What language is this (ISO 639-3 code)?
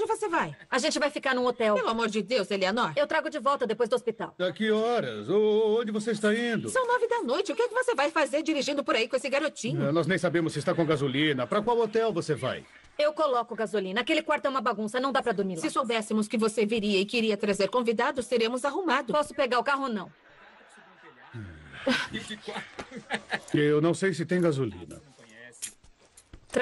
por